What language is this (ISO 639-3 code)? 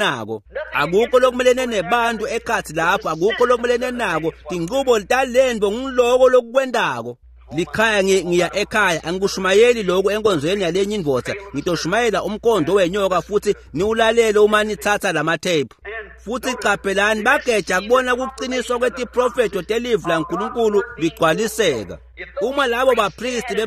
ssw